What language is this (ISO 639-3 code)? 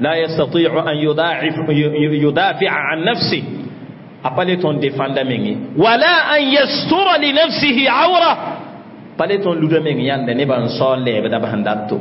mos